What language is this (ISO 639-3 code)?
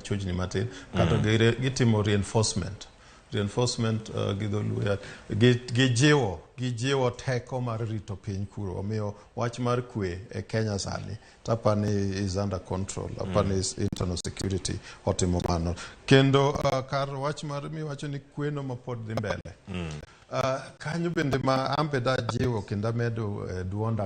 luo